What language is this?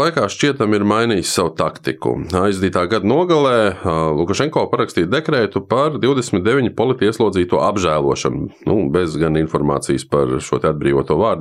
Latvian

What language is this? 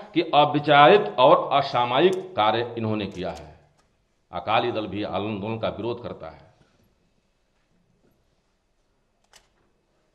Hindi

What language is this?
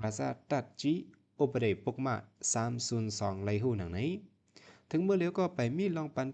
Shan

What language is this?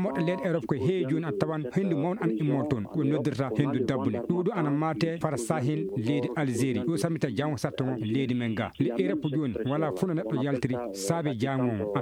Fula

